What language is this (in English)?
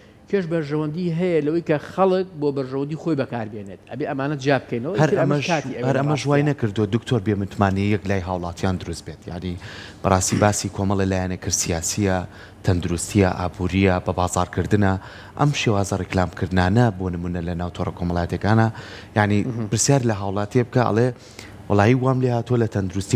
Central Kurdish